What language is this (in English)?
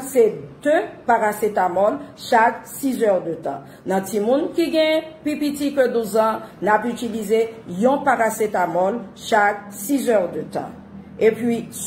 Haitian Creole